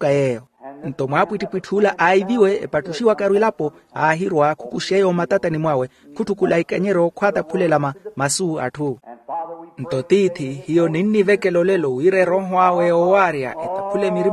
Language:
Makhuwa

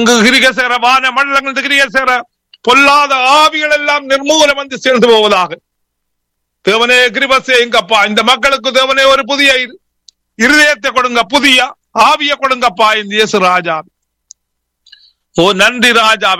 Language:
Tamil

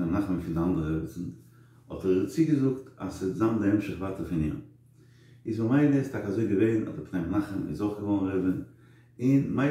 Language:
Yiddish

